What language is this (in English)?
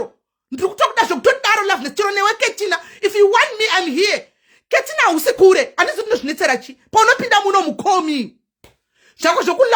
Shona